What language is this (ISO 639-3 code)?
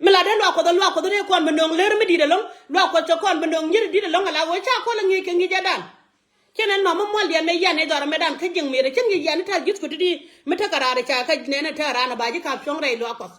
nus